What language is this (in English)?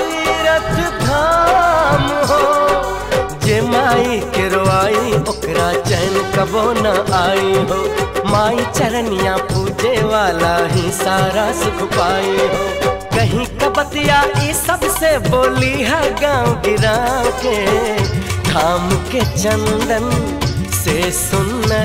Bhojpuri